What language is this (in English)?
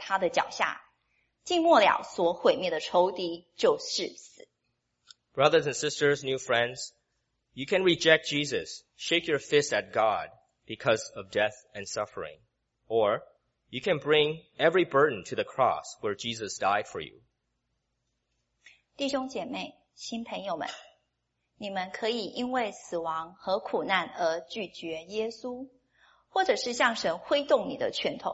Chinese